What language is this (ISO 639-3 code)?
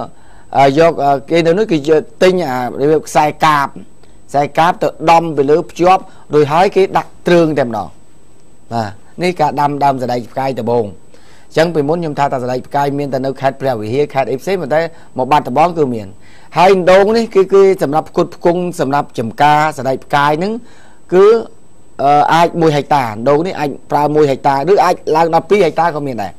khm